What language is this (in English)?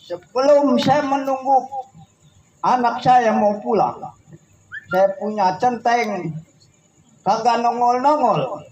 Betawi